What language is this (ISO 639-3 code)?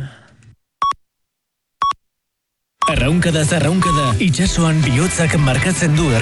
eus